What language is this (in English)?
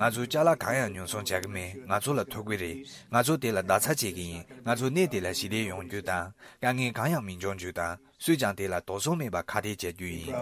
Tibetan